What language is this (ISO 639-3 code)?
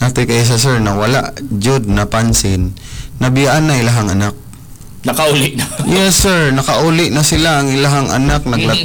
ceb